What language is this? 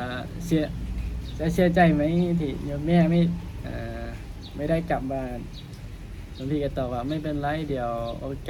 Lao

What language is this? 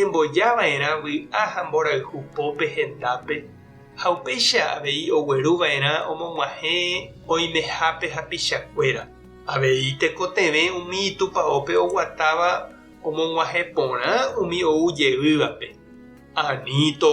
Guarani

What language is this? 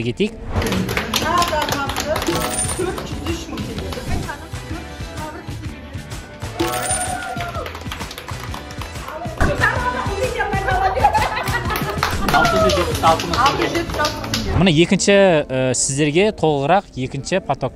Kazakh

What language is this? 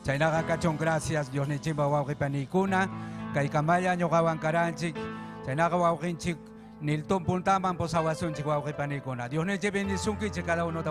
Ayacucho Quechua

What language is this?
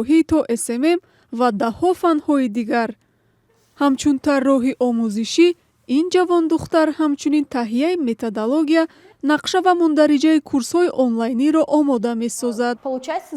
Tajik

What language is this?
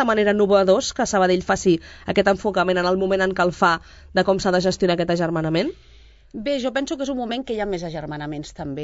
Catalan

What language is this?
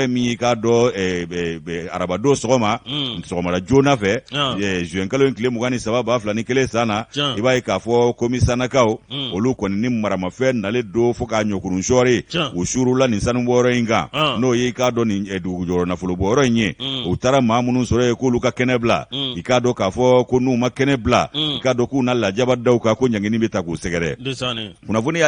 Bambara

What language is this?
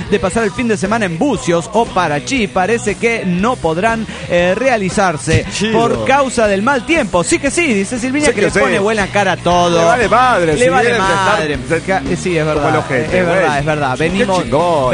Spanish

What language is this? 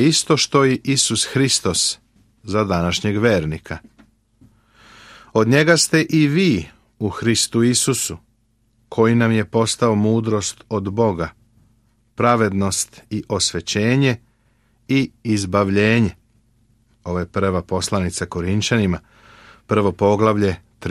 Serbian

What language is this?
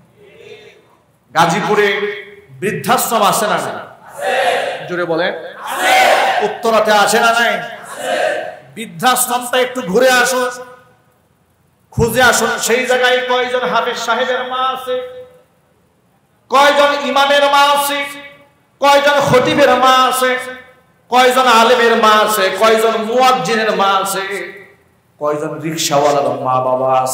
Bangla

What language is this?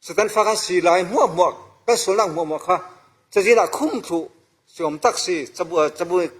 Falam Chin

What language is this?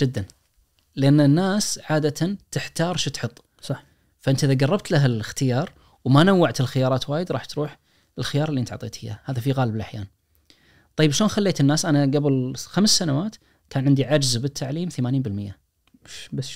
Najdi Arabic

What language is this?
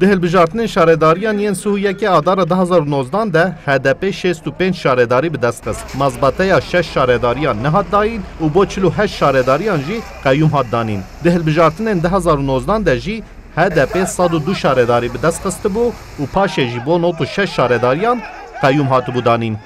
Kurdish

